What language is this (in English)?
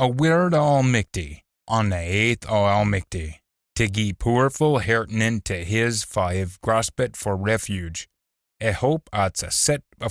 Scots